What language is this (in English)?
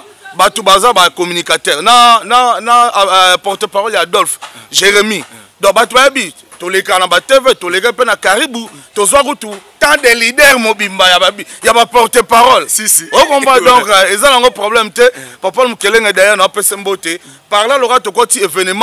Lingala